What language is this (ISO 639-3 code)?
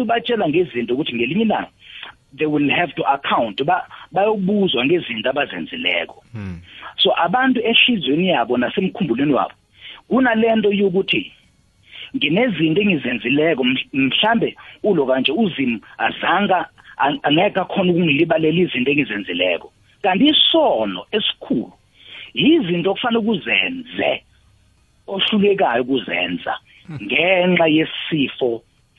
nbl